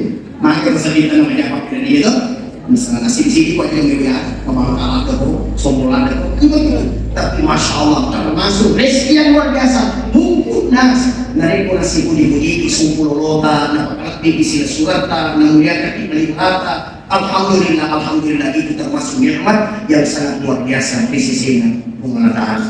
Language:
Buginese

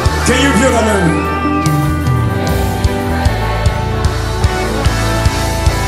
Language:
Swahili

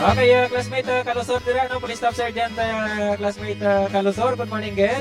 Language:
Hiligaynon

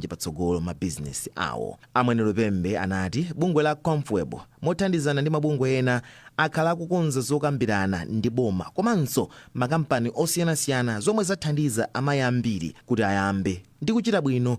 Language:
Nyanja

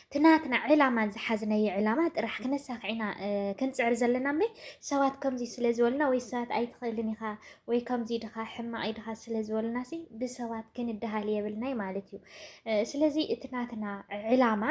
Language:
Tigrinya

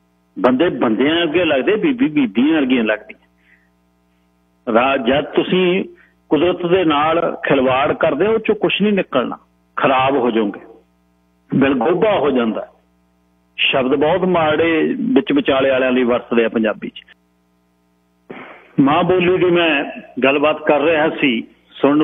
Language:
Punjabi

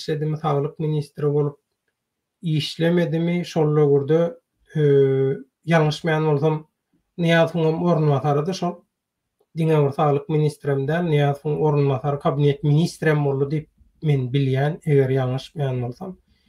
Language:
Turkmen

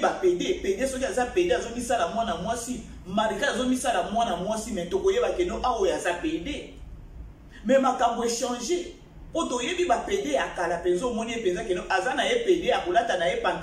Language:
Lingala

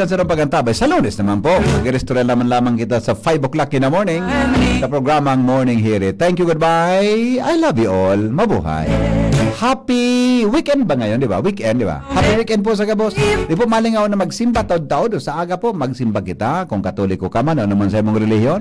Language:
Bikol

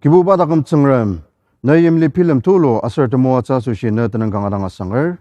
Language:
Ao Naga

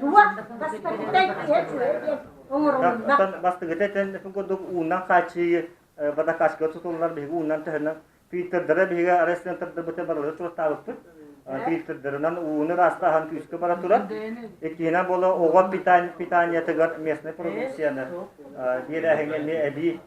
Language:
Yakut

